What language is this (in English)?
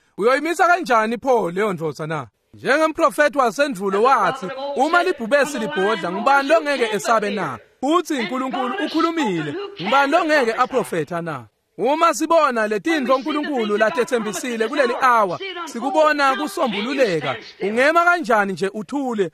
Swati